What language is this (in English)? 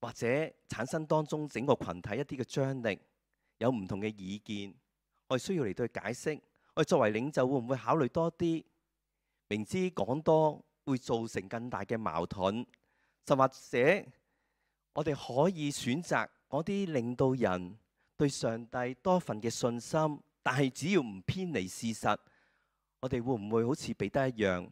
Cantonese